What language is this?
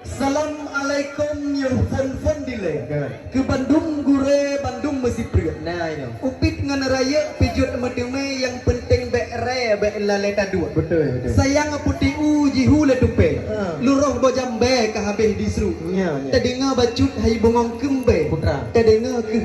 Achinese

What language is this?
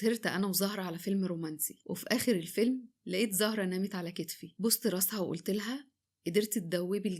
Egyptian Arabic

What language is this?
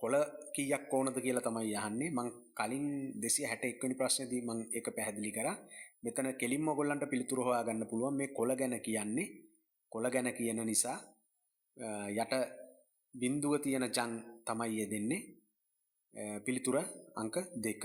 Sinhala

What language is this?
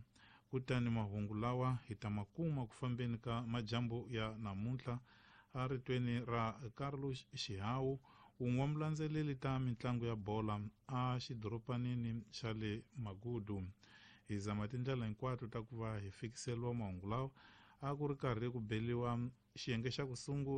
Tsonga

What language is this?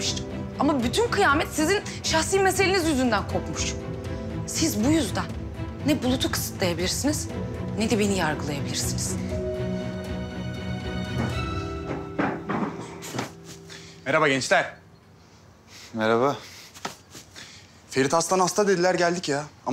Turkish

